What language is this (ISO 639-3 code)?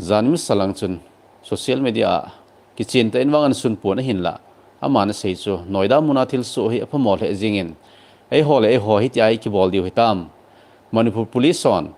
tcz